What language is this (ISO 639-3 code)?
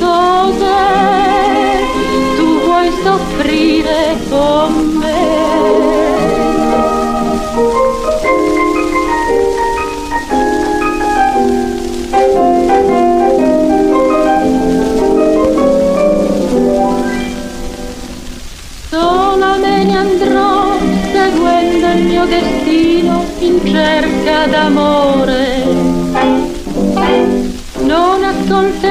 ita